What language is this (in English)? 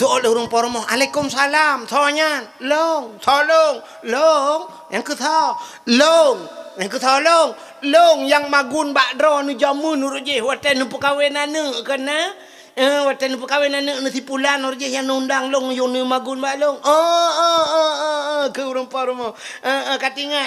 Achinese